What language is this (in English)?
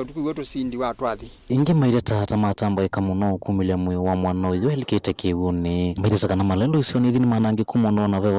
Kamba